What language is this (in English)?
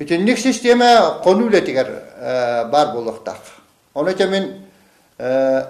Yakut